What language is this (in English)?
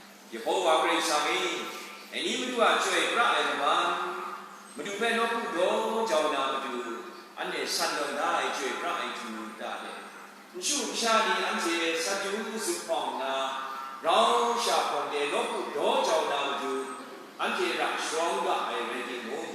Kachin